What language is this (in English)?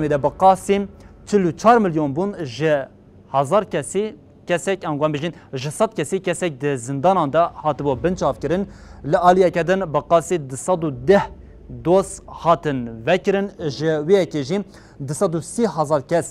Kurdish